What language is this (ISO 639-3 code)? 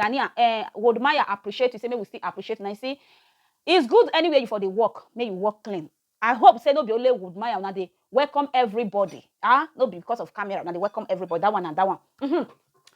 pcm